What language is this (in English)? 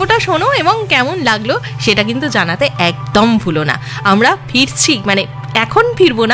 Bangla